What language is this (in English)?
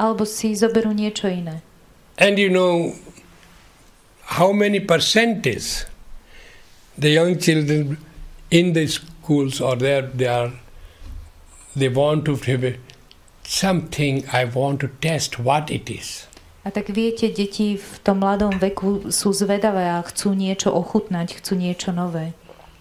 Slovak